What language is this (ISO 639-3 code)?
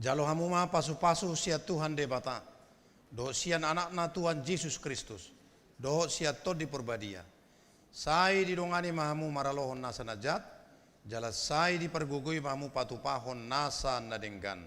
bbc